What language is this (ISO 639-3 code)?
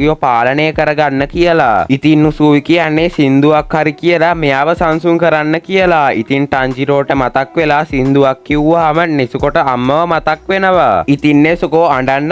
sin